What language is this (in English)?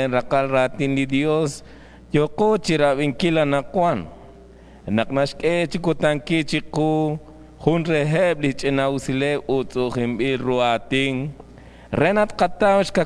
Kekchí